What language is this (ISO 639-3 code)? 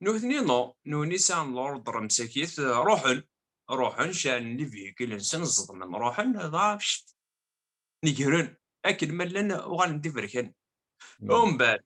kab